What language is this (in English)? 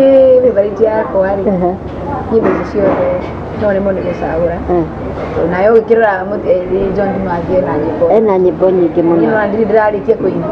Kikuyu